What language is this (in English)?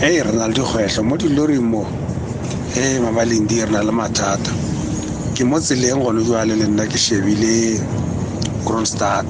Tswana